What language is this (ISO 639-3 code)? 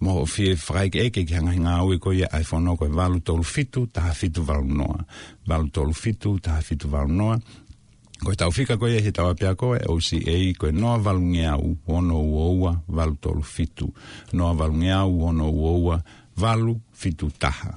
ton